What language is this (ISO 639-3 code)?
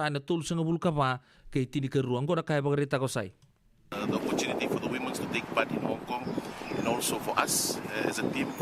fij